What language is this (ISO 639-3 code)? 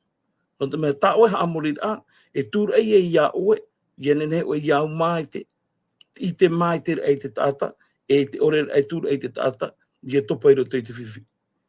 tah